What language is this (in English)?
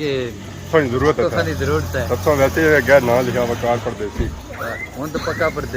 Pahari-Potwari